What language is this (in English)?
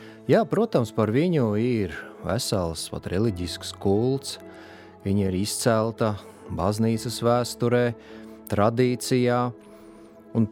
Latvian